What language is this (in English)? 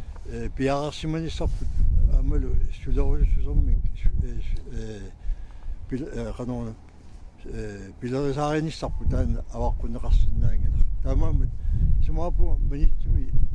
Kalaallisut